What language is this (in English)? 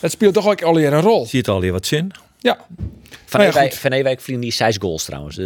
Western Frisian